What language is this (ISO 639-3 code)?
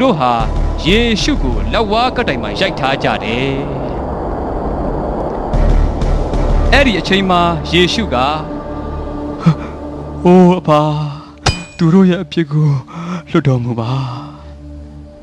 mya